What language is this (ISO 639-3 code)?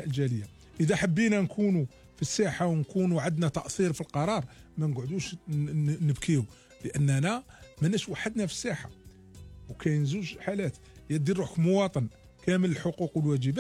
arq